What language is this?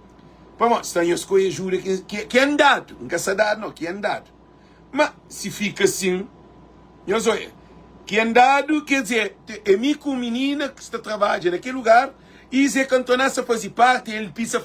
Kabuverdianu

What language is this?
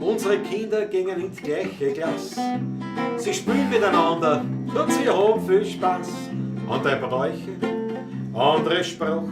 Bavarian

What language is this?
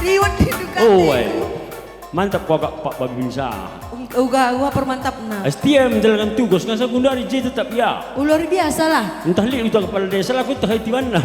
Batak Karo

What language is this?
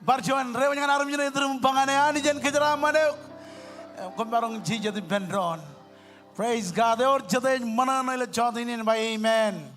Marshallese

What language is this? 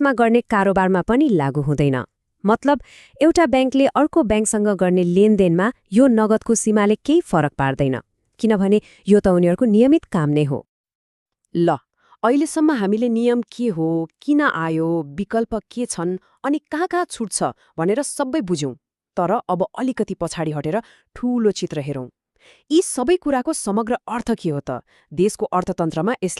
Nepali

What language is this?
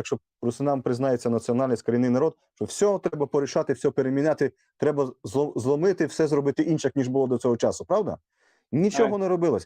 Rusyn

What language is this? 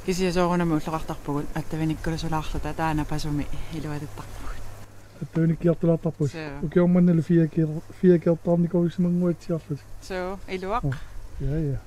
Kalaallisut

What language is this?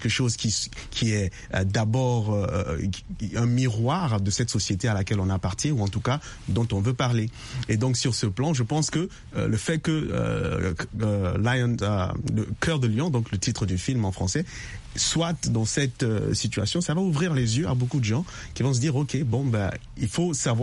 French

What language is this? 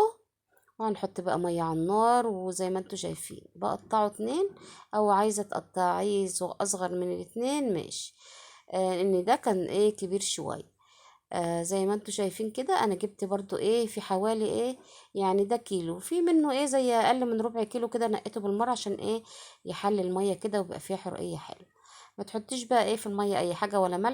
Egyptian Arabic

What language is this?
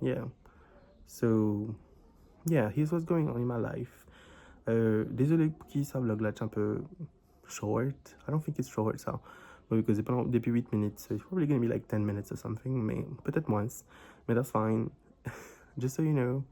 Morisyen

